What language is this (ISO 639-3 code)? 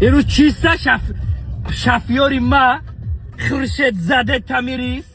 tgk